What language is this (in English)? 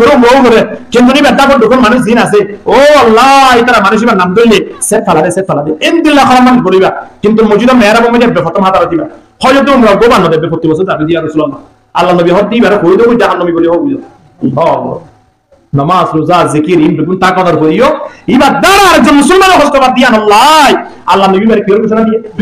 Rohingya